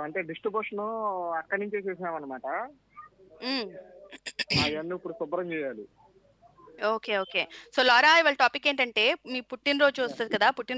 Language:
Telugu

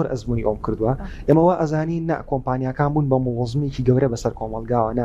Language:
Central Kurdish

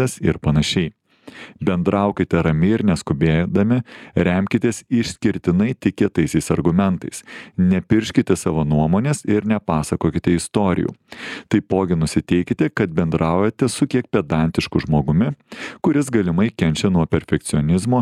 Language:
Lithuanian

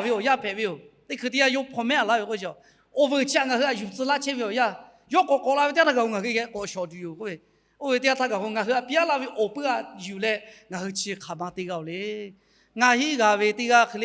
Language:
Lahu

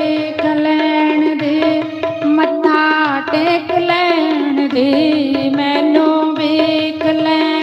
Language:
Dogri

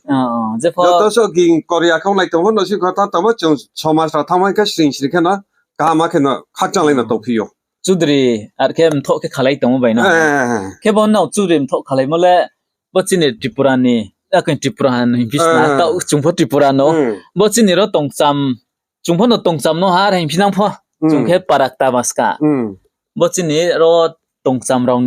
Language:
Riang (India)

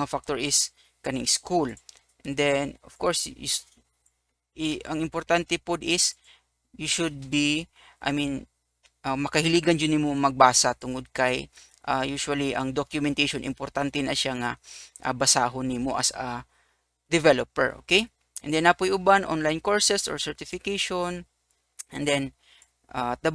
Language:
Cebuano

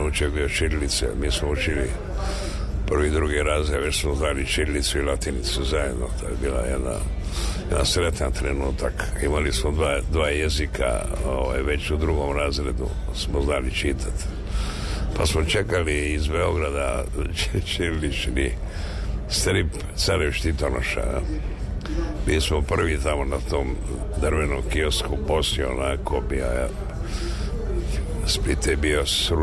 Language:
Serbian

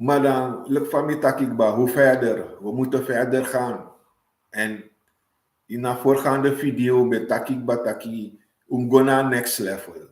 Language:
Sranan Tongo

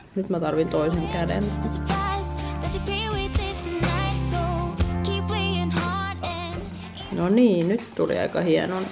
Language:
Finnish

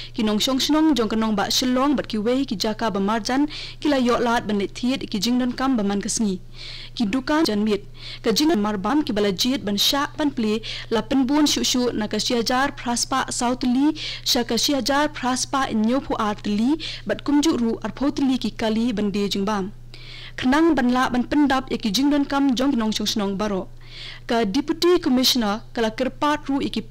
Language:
Khasi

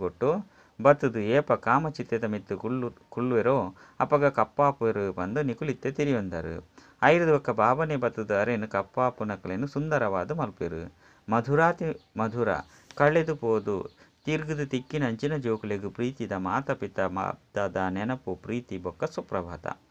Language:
Tulu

